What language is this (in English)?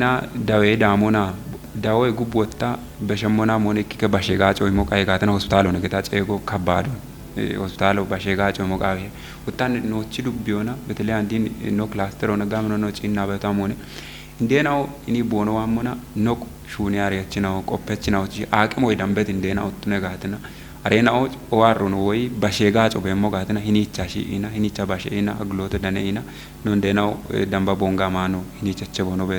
Kafa